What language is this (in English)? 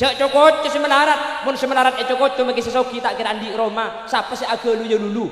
Madurese